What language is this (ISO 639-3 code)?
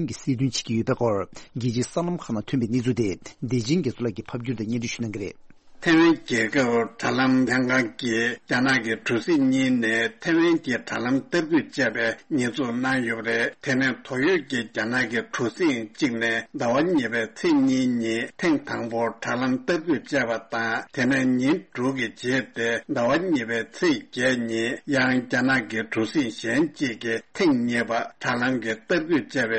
bod